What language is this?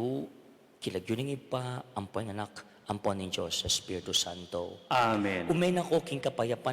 Pampanga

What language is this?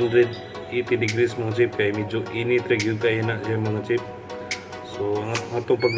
Cebuano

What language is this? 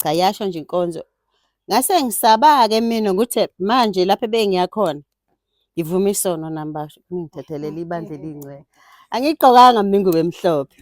Zulu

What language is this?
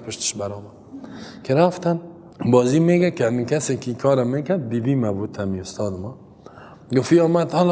Persian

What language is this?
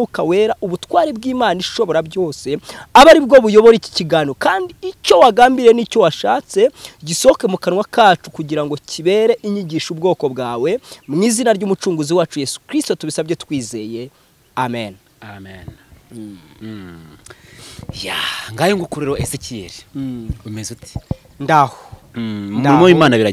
Kinyarwanda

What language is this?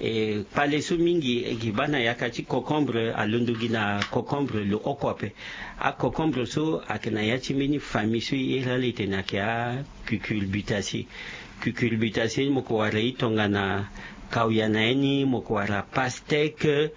Sango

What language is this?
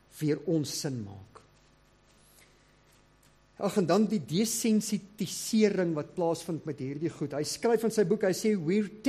Afrikaans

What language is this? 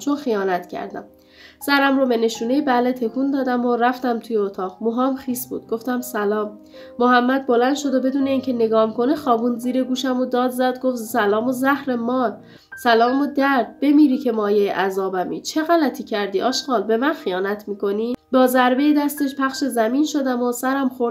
Persian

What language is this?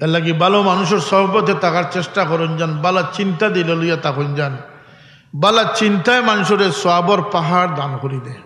Sylheti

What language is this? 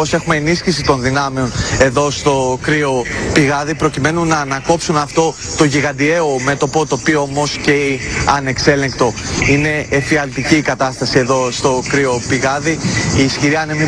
Greek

